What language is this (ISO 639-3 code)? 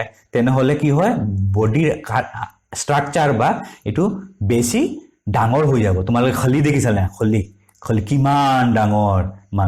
asm